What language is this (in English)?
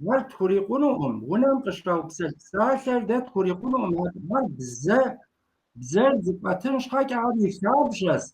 Kabardian